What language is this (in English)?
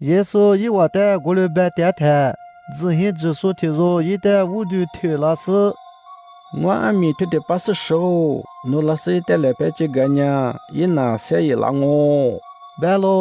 Lisu